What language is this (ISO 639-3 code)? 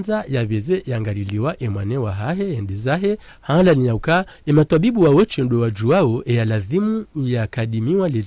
zdj